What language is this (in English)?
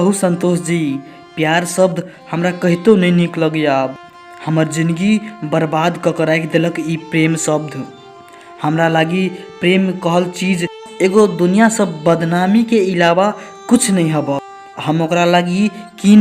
Maithili